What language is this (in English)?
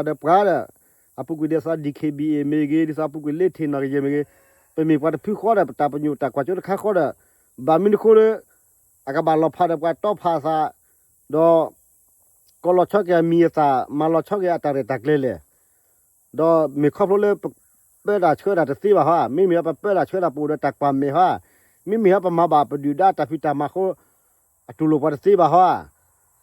S'gaw Karen